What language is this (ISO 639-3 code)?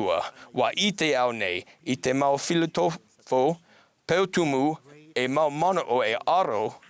tah